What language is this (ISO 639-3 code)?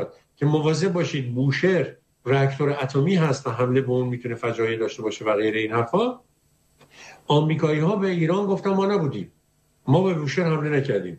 fas